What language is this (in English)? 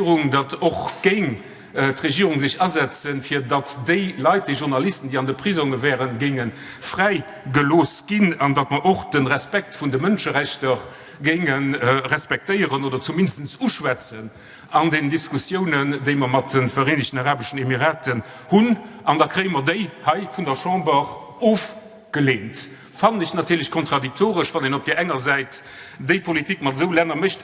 Luxembourgish